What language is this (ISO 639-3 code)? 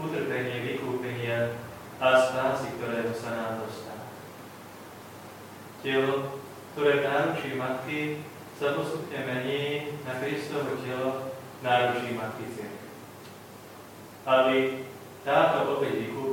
slk